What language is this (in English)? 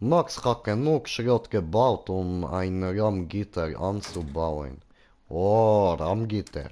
Swiss German